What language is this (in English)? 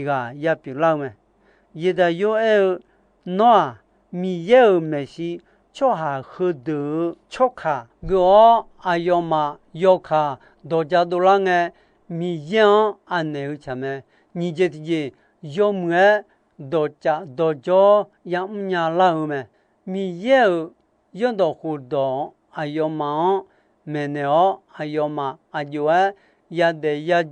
Akha